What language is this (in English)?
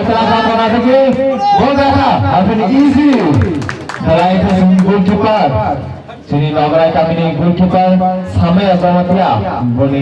Kok Borok